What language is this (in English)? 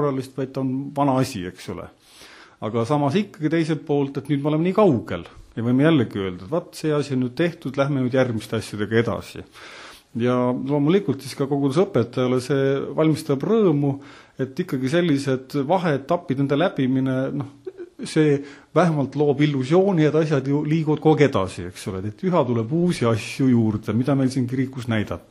Estonian